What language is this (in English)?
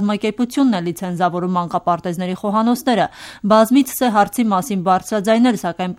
Armenian